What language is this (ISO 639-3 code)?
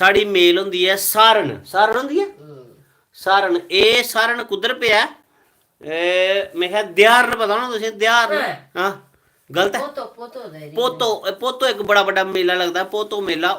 doi